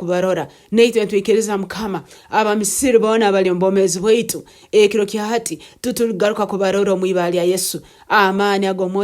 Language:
Nyoro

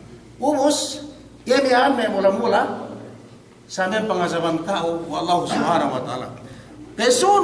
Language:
Yakan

